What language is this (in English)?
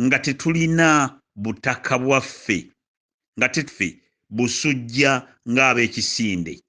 Ganda